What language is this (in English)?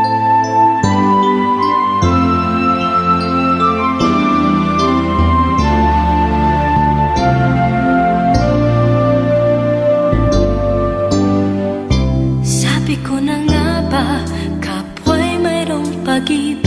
Filipino